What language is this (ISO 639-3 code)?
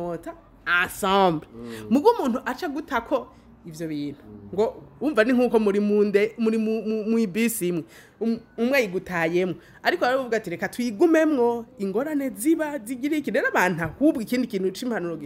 run